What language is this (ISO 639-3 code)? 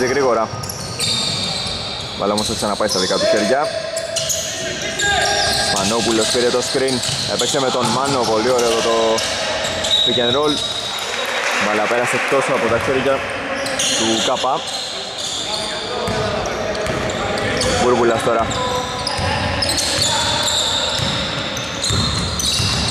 ell